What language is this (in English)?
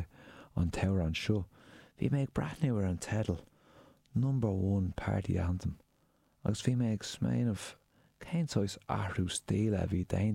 Irish